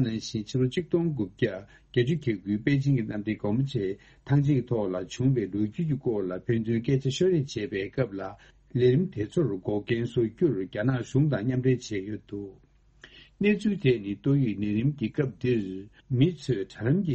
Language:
Tibetan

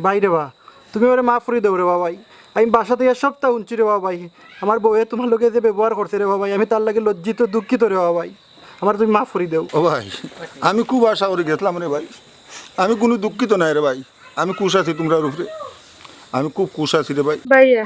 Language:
Sylheti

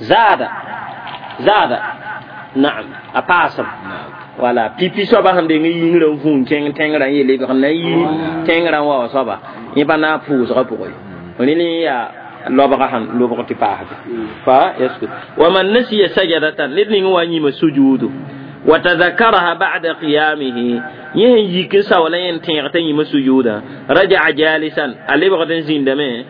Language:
Mossi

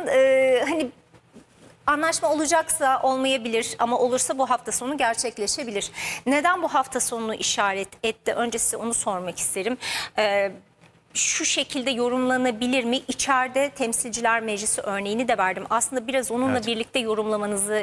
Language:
Turkish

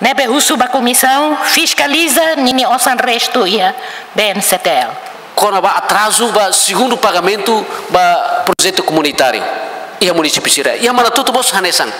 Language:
Tetum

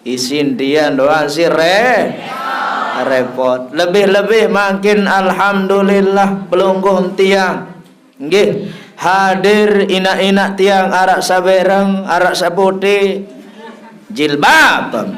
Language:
Sasak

